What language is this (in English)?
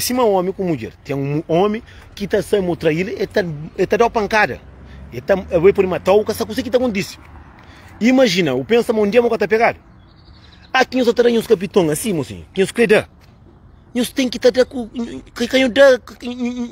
Kabuverdianu